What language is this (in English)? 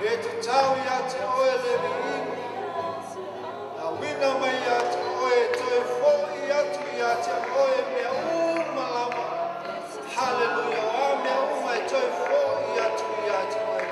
Samoan